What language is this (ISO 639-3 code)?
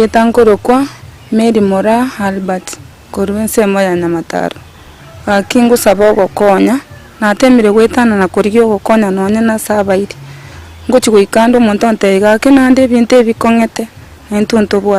guz